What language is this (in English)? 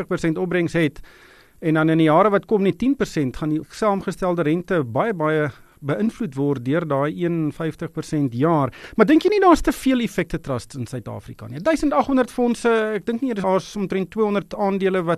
Afrikaans